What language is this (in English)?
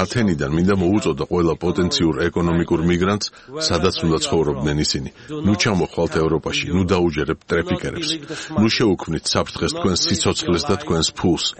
Georgian